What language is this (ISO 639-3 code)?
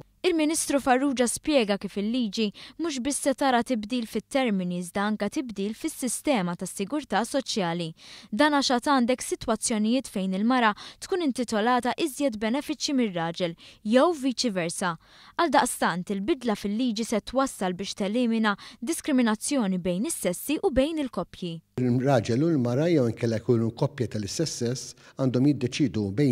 mlt